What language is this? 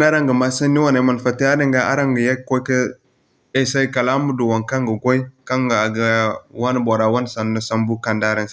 Zarma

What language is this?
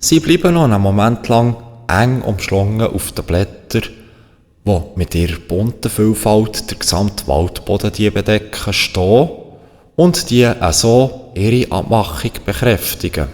Swiss German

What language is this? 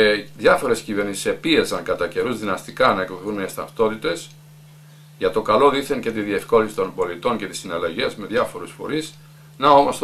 Greek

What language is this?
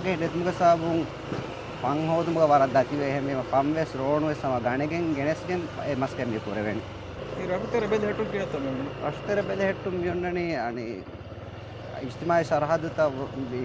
Divehi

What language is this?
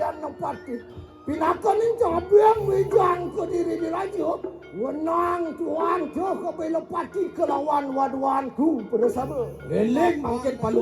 Balinese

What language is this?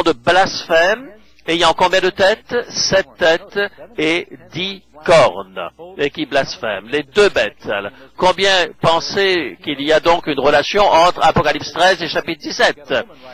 French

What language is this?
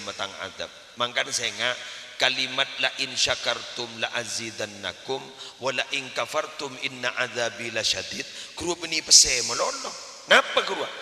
Madurese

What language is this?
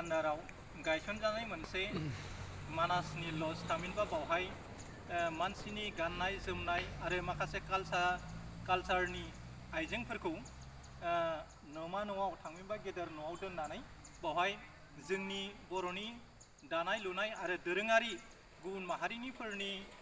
Bodo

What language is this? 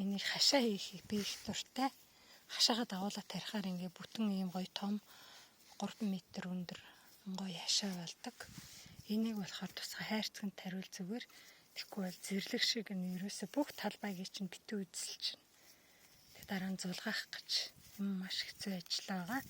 Mongolian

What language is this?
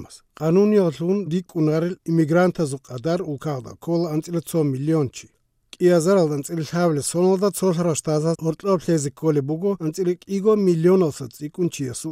Avaric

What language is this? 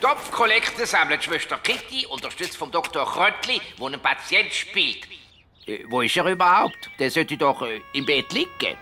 Swiss German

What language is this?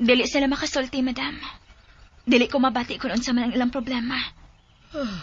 Cebuano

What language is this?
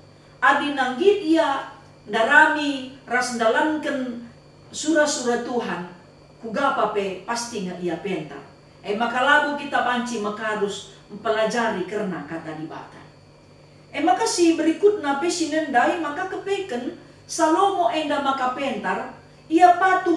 Batak Karo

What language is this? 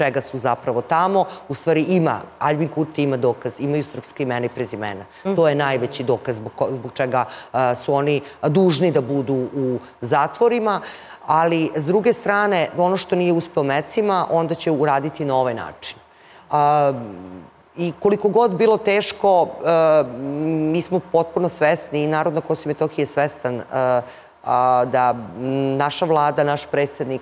Serbian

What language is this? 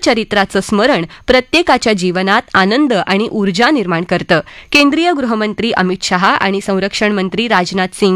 Marathi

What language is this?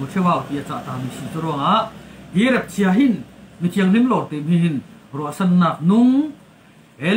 Falam Chin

